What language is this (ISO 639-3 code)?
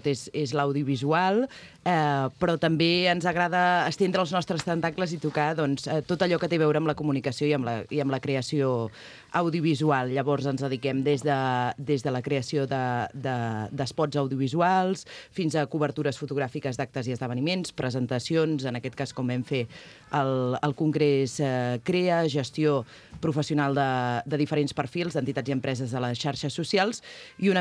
cat